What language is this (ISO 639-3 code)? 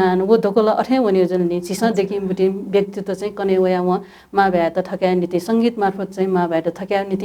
new